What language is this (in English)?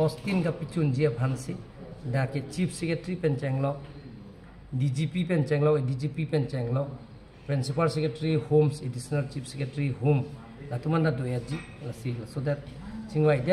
Karbi